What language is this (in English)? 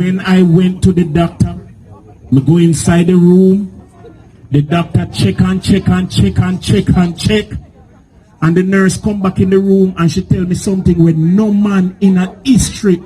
Jamaican Creole English